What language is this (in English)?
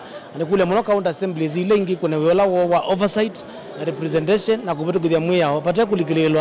Kamba